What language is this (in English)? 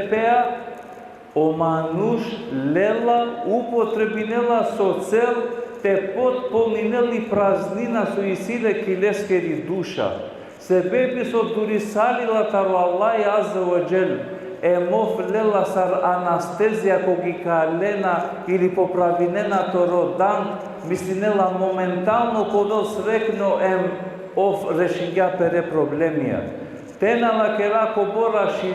Balkan Romani